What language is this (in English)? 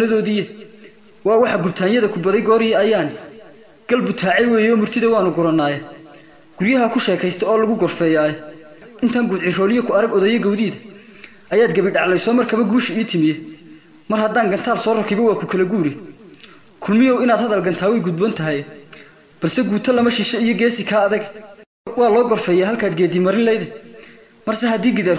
Somali